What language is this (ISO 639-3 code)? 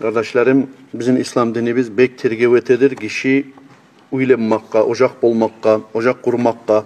kum